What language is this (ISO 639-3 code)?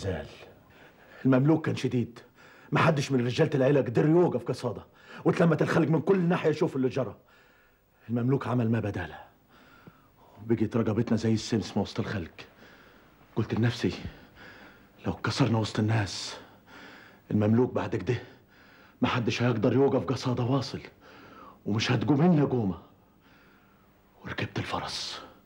arz